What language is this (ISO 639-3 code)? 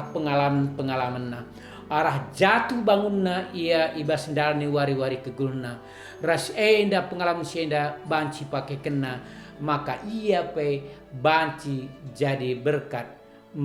btx